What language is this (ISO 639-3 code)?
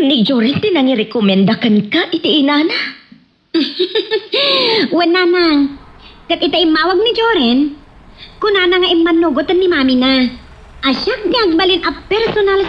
ilo